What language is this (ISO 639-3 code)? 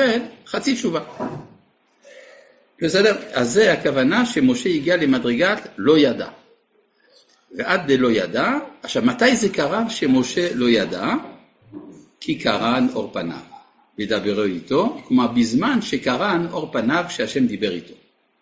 heb